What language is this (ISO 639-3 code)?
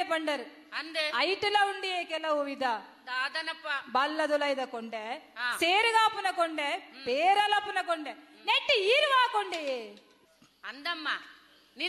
tcy